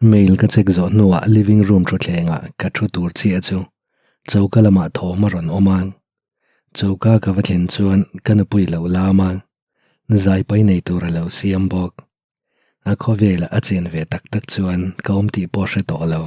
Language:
Mizo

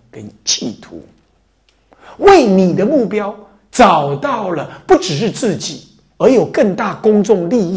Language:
Chinese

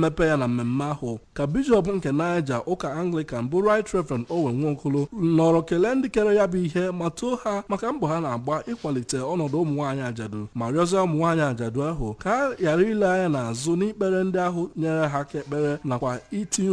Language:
Igbo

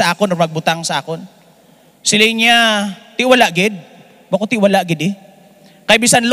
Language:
Hiligaynon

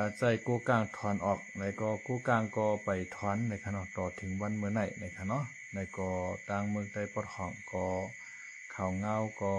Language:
Shan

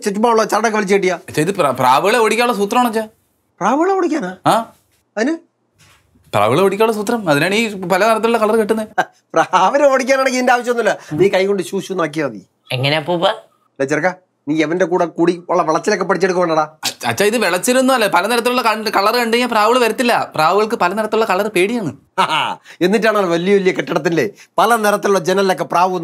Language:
Malayalam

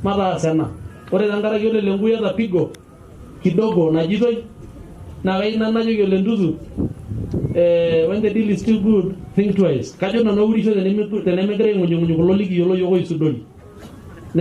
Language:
Masai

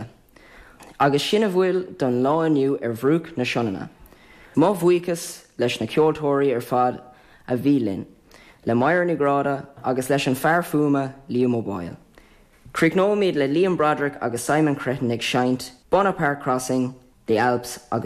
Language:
Irish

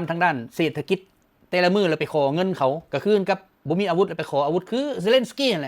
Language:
Lao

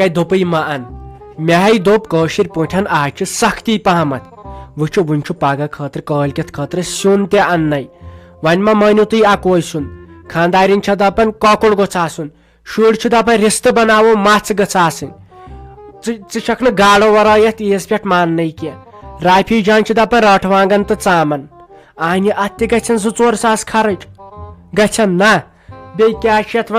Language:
Kashmiri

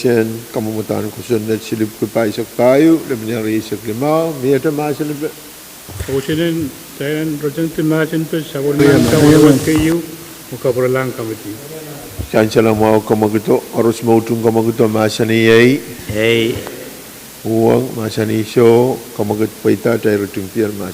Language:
Pohnpeian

